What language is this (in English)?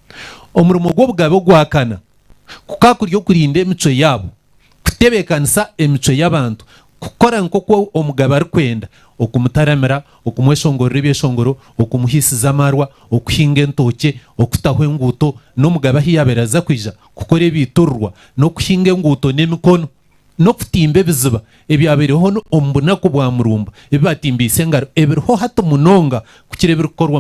Nyankole